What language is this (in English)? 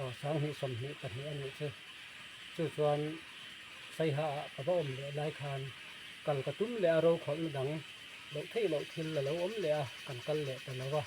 Mizo